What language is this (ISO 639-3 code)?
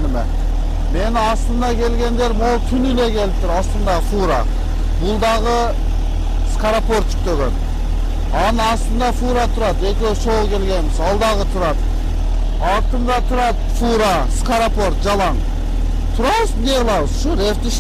kir